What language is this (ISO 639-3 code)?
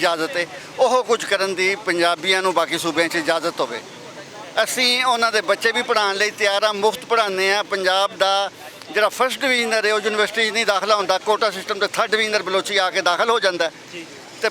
lah